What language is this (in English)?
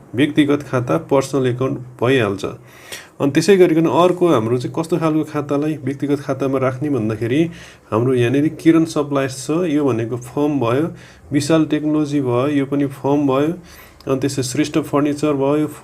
Nepali